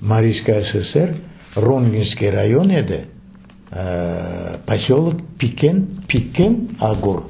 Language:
Crimean Tatar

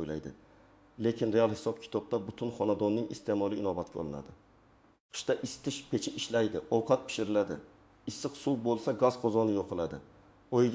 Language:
Uzbek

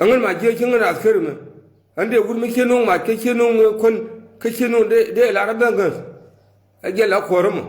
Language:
Nuer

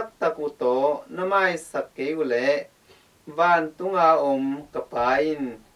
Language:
Tedim Chin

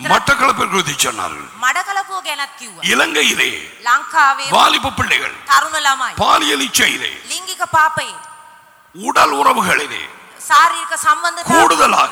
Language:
Tamil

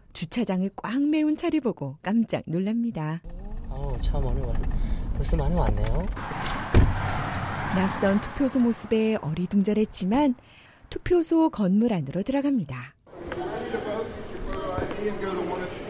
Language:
Korean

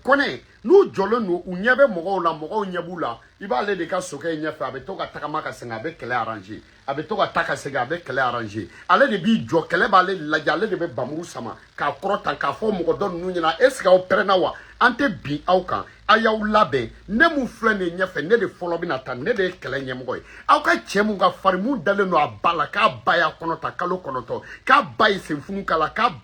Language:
Bambara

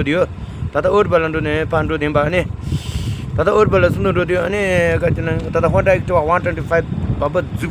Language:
Tibetan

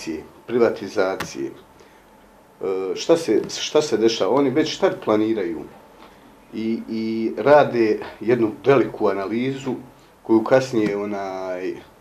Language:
Bosnian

